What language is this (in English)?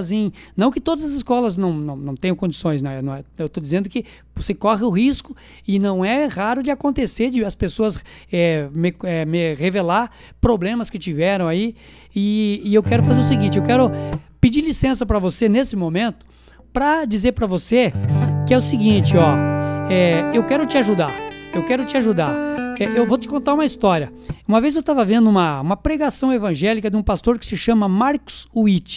Portuguese